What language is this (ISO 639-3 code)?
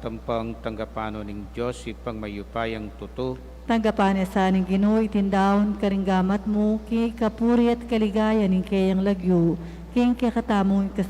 pam